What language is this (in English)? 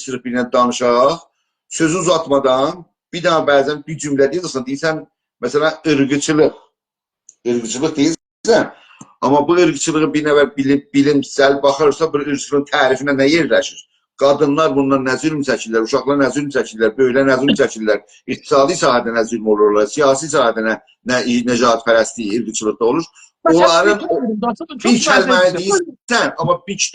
South Azerbaijani